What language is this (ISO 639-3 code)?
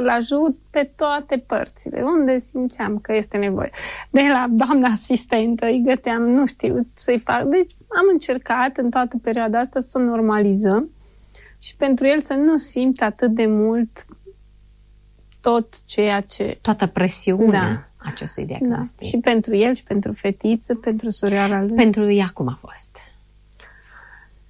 ron